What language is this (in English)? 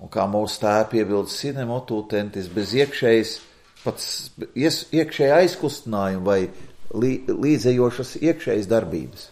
Latvian